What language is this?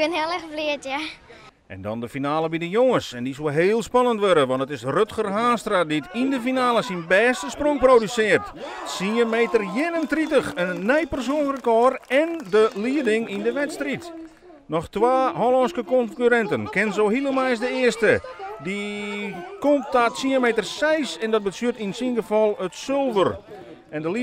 Western Frisian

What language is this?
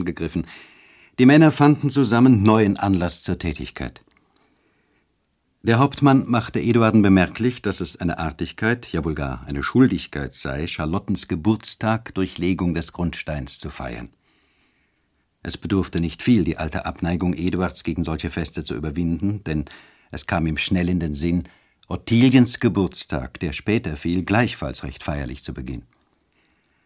German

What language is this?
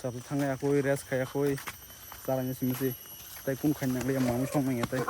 Kok Borok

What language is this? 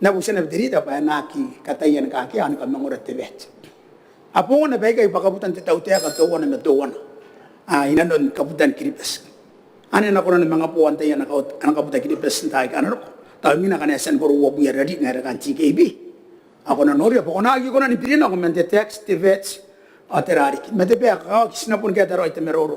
Gilbertese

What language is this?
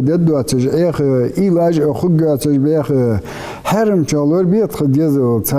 Ingush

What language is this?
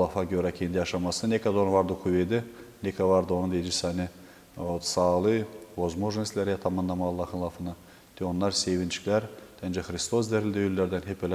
Gagauz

